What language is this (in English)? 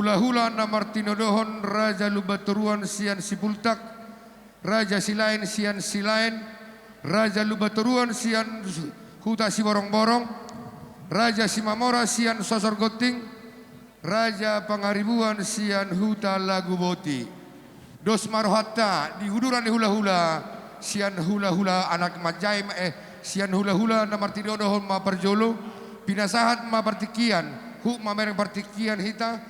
Batak Toba